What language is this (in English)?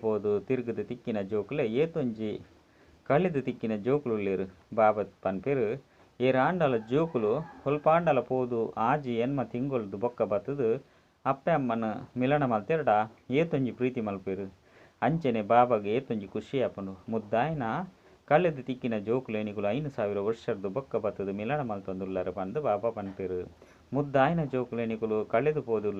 Tulu